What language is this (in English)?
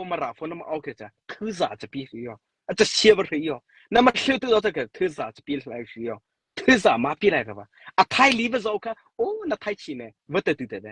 Mara Chin